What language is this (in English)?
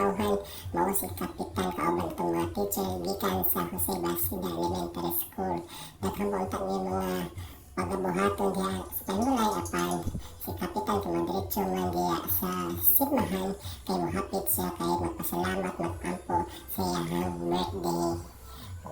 Cebuano